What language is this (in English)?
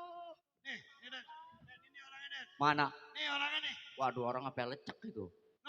Betawi